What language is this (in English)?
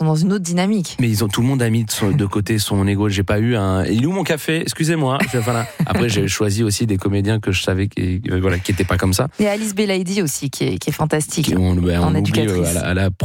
French